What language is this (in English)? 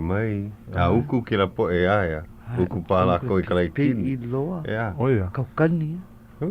Hawaiian